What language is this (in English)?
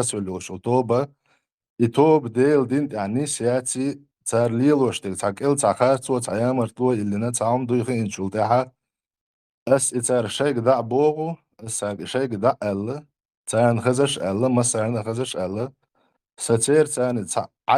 Chechen